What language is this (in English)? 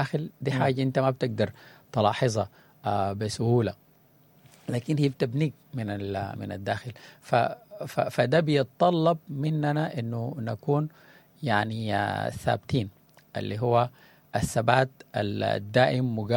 Sudanese Arabic